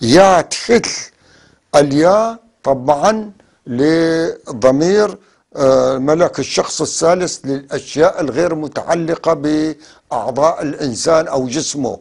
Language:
North Levantine Arabic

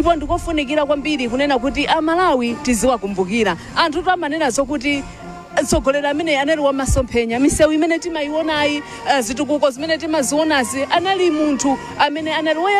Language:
Nyanja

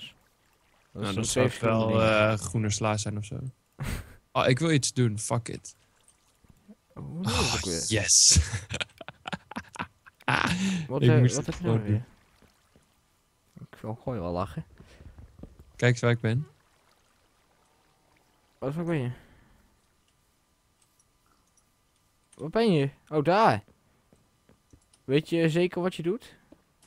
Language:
Dutch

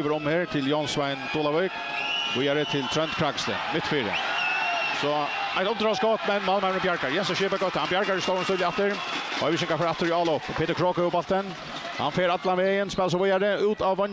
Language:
Faroese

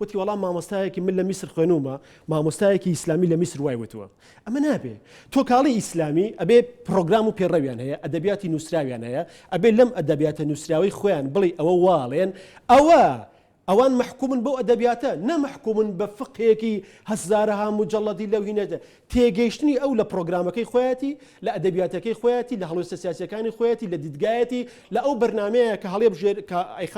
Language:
Central Kurdish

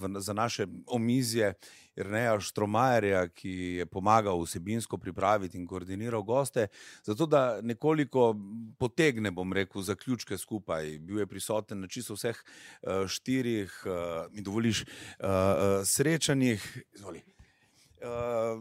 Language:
Slovenian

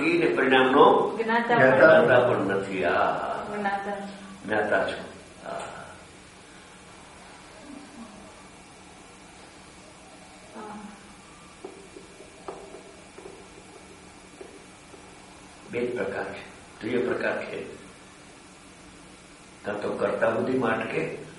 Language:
Gujarati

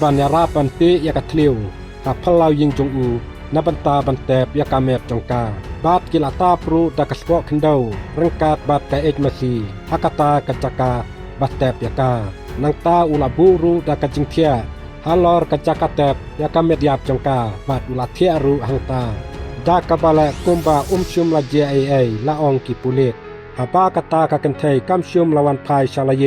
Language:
Khasi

